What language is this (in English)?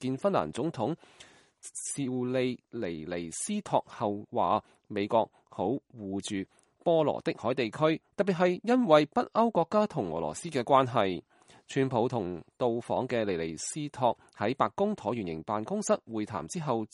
Cantonese